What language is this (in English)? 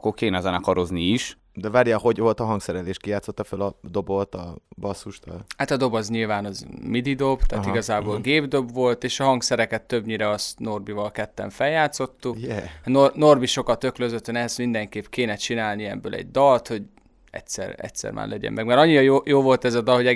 Hungarian